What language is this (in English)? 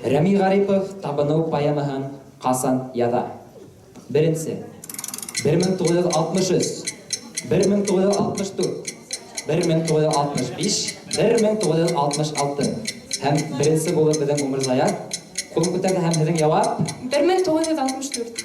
Bashkir